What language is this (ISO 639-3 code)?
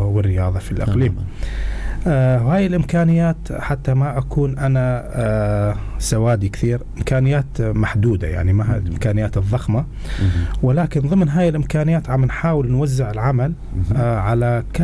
apc